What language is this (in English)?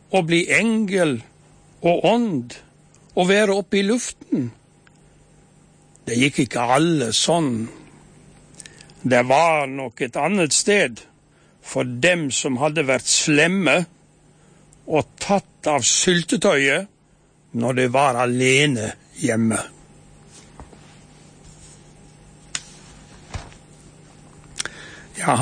Norwegian